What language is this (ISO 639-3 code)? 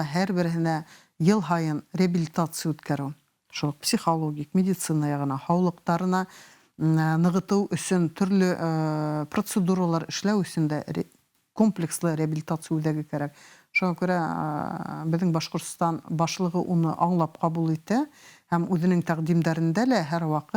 bak